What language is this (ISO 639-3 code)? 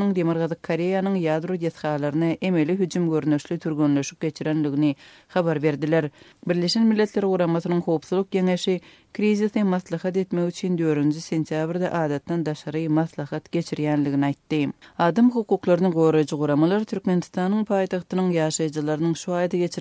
tuk